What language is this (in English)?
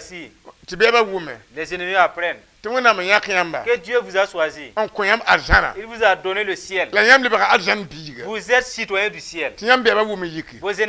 Mossi